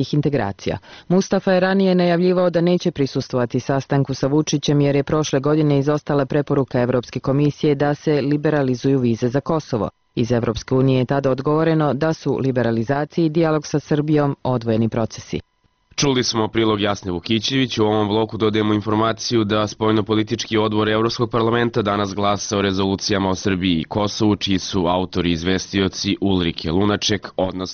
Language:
Serbian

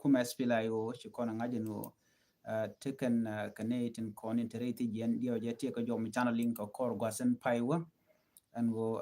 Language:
Nuer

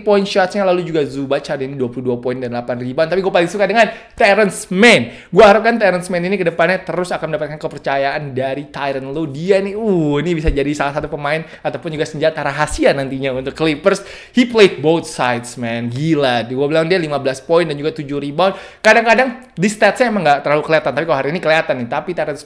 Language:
Indonesian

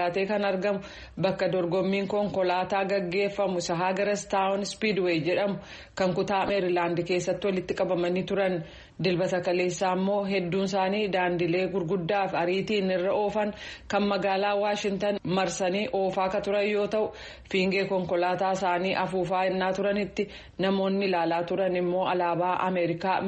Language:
Oromo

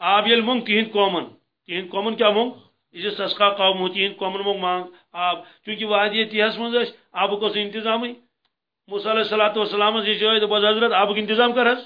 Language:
Kashmiri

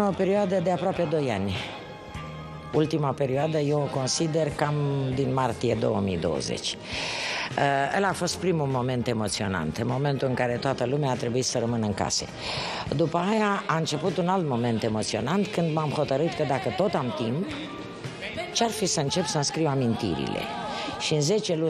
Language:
Romanian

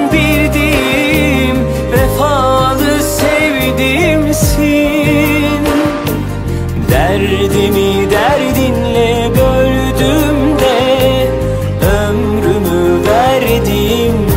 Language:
Turkish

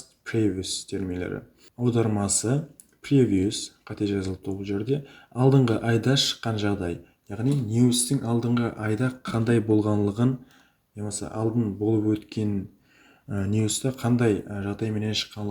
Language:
Kara-Kalpak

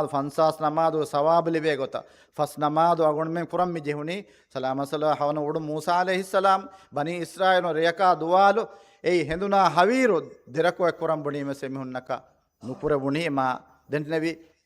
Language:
Divehi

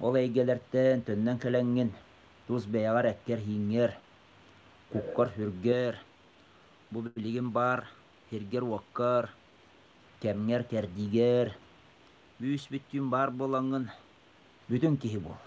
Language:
Yakut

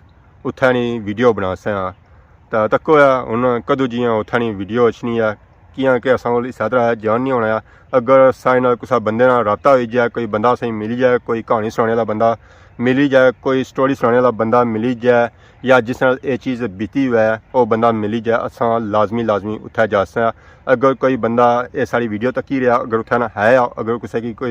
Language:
Pahari-Potwari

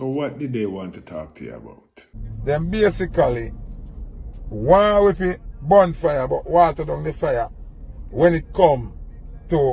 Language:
Jamaican Creole English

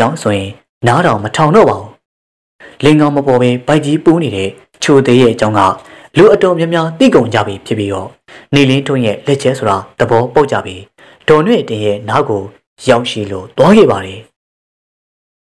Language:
Burmese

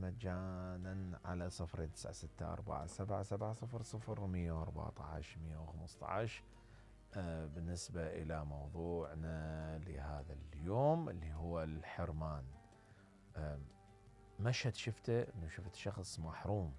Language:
Mesopotamian Arabic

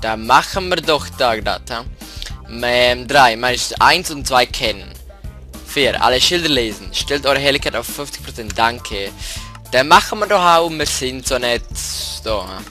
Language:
Swiss German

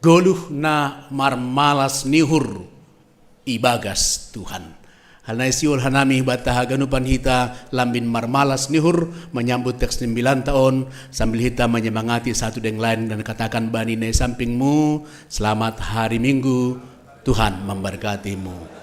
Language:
Batak Simalungun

